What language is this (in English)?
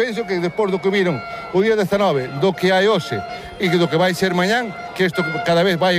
Galician